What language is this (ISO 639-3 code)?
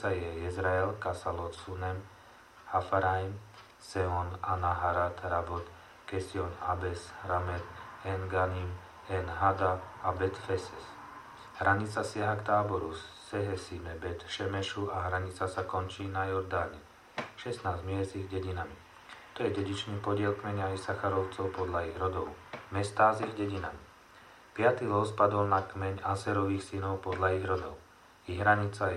slk